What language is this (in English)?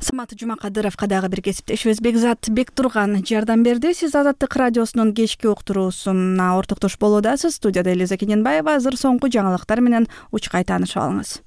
Kyrgyz